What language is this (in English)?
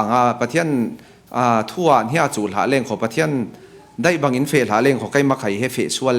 Falam Chin